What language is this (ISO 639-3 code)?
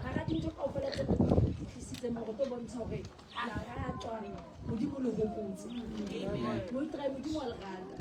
sot